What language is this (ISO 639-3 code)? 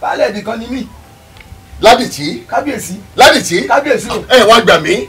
yor